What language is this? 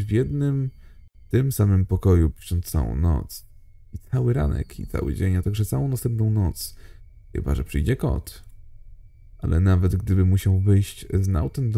Polish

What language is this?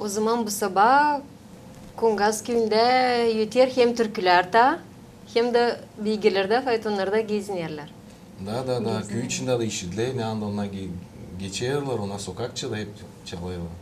Gagauz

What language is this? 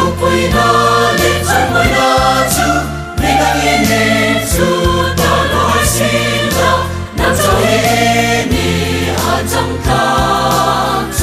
Hmar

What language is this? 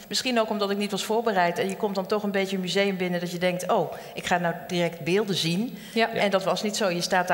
Dutch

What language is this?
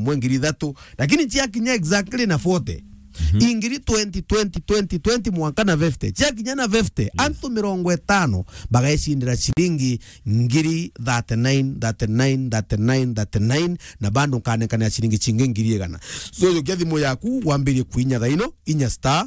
Meru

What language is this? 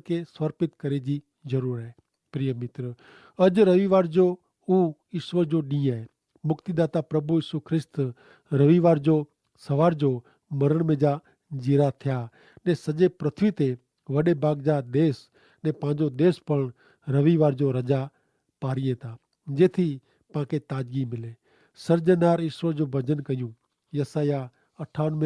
Kachhi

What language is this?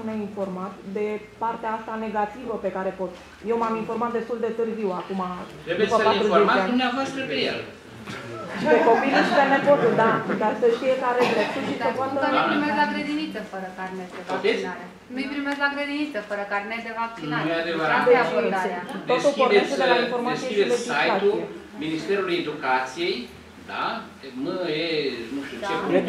Romanian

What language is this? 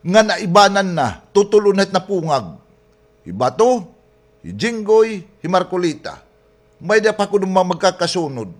Waray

